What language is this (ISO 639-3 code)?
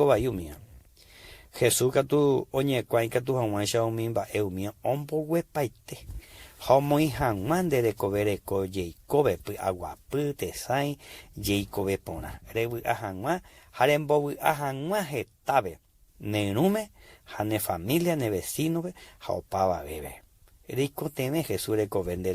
grn